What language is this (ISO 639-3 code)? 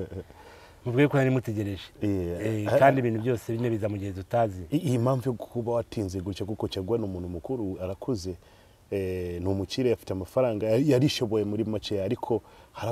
kin